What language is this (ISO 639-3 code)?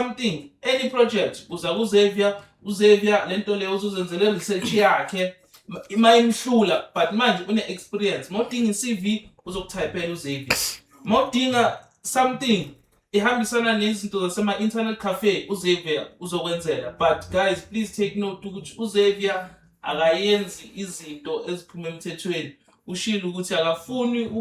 zul